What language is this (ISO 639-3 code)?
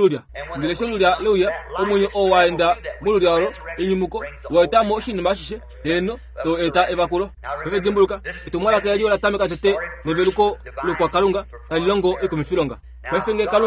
kua